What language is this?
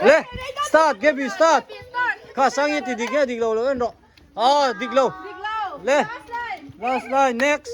Hmar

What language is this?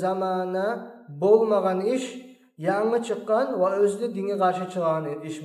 Kumyk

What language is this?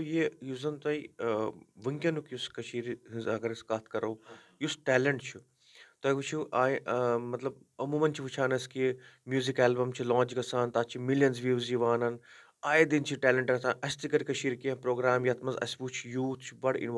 Kashmiri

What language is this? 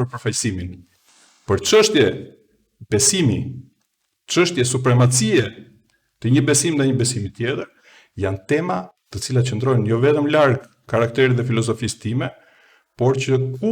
Albanian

